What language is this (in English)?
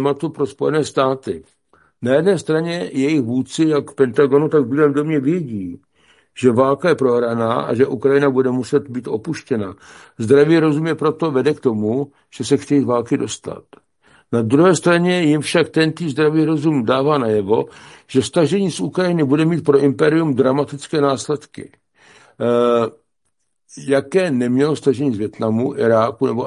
Czech